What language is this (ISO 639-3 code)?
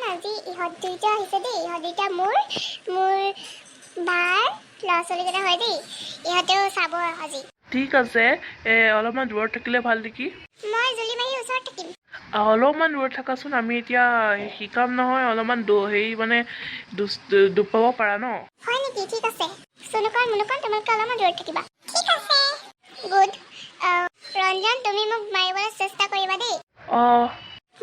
asm